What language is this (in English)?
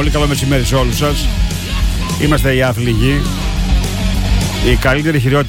Greek